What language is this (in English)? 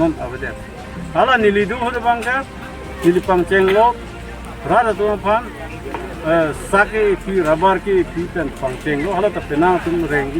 Karbi